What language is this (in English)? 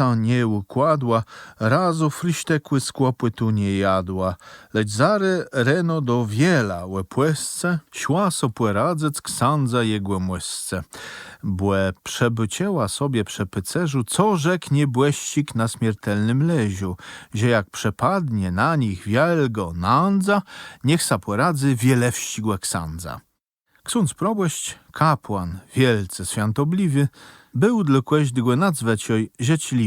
Kashubian